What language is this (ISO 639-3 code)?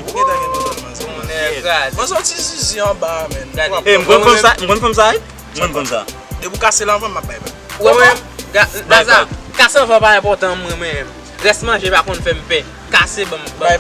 hat